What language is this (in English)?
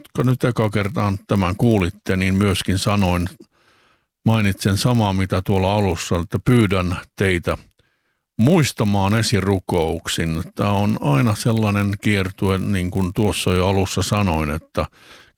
Finnish